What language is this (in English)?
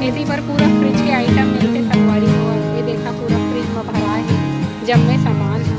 Chhattisgarhi